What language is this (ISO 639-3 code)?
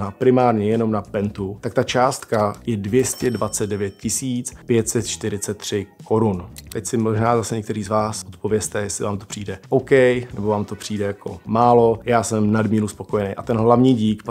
ces